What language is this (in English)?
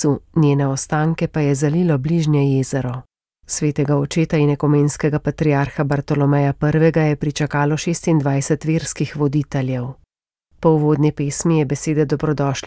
Slovenian